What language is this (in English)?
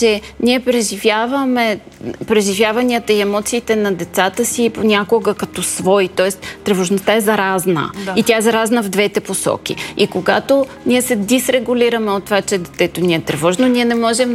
Bulgarian